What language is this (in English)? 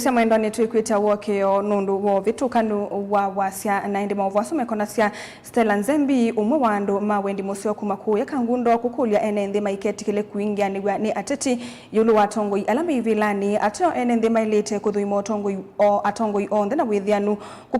Kamba